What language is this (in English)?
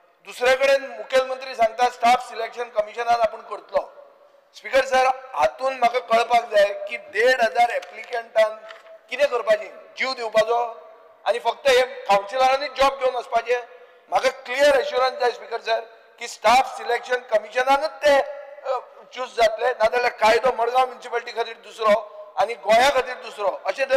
Konkani